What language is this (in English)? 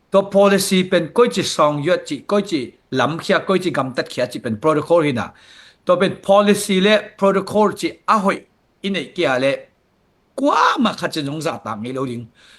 Tedim Chin